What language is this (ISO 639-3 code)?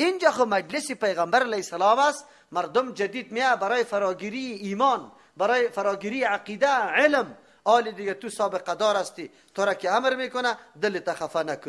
fas